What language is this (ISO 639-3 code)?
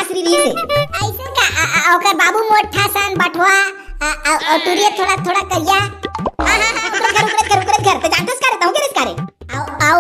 hne